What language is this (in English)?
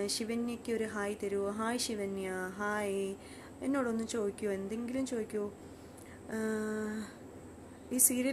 Malayalam